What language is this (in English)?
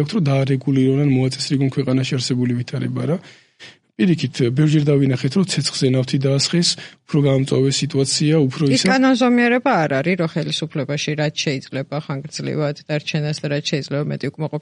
Georgian